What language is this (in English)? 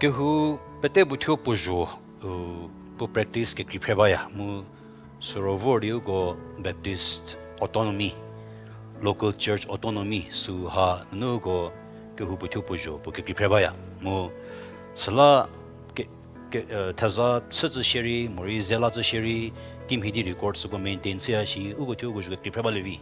Angami Naga